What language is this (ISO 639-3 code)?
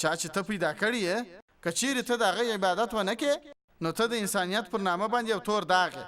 pus